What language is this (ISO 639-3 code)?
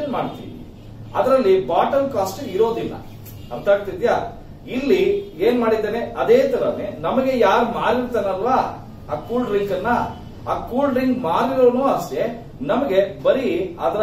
kan